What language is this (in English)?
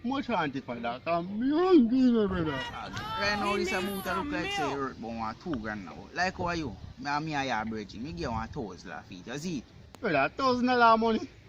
Jamaican Creole English